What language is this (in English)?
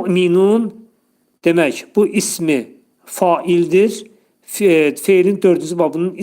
Azerbaijani